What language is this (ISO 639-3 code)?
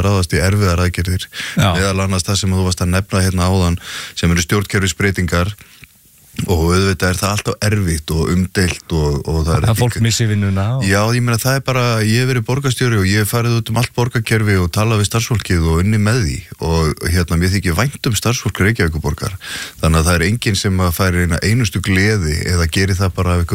isl